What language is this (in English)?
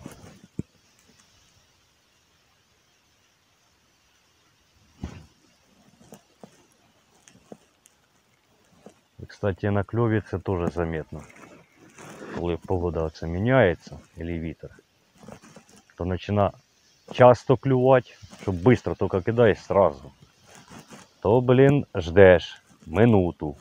Ukrainian